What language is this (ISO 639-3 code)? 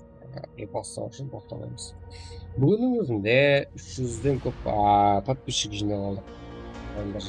kaa